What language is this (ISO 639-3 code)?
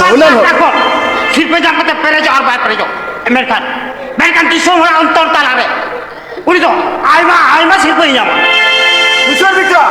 sat